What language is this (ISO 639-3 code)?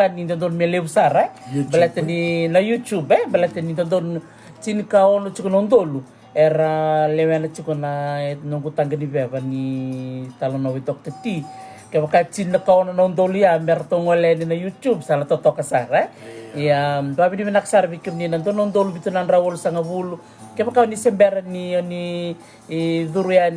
fij